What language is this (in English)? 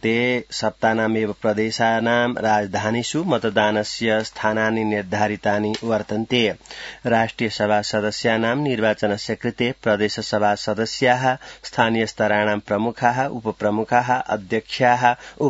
Sanskrit